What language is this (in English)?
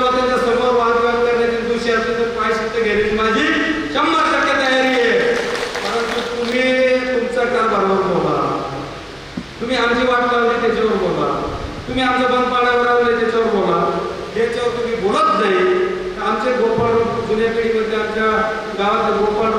Marathi